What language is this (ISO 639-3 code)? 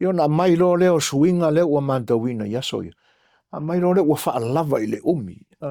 smo